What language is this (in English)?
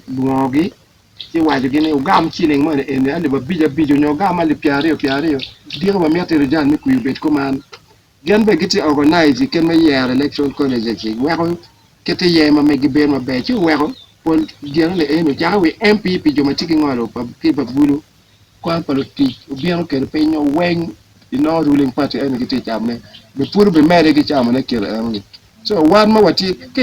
Acoli